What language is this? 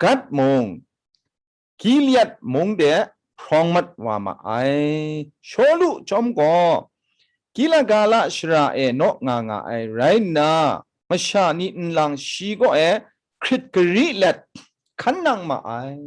Kachin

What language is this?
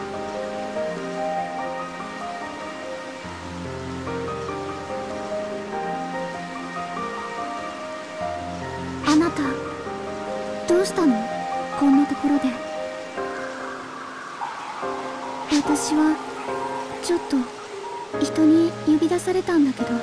Japanese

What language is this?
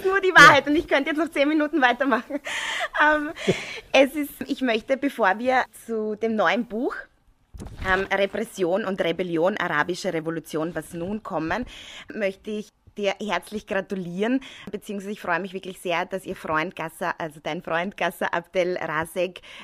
German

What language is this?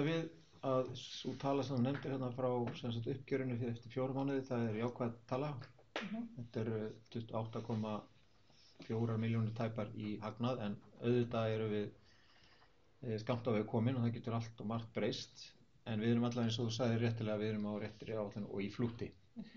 Icelandic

